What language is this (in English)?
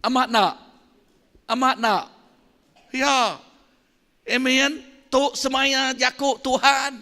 Iban